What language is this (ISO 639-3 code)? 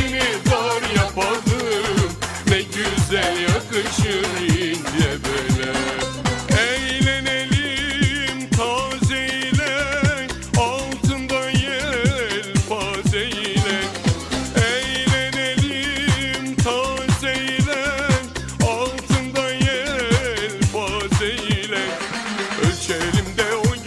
tur